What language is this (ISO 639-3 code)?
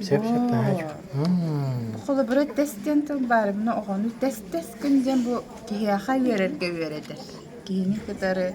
sah